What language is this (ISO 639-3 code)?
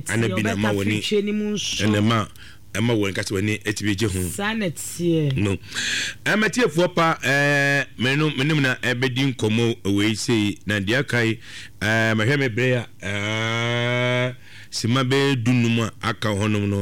aka